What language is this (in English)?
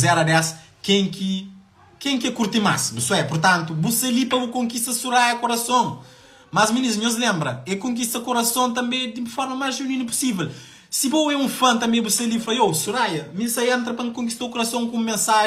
Kabuverdianu